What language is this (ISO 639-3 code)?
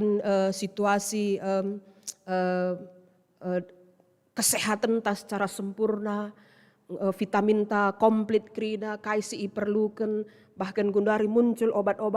btx